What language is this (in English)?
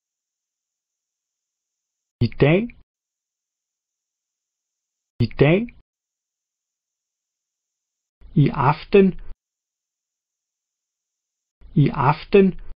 Danish